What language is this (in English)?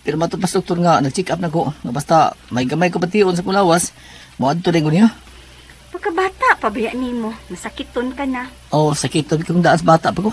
Cebuano